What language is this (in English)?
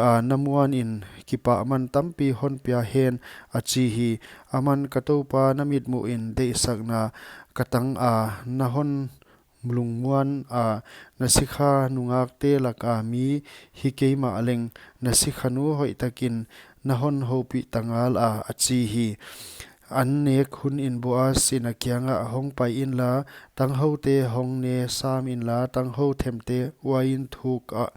Paite Chin